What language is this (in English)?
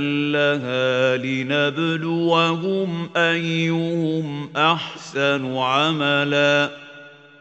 Bosnian